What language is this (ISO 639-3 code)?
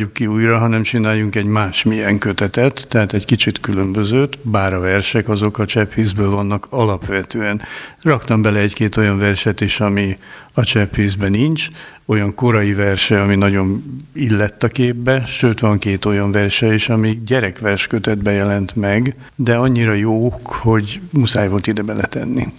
hun